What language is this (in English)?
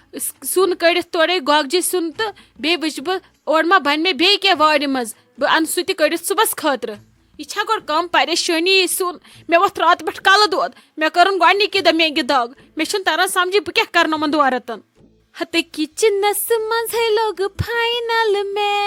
Kashmiri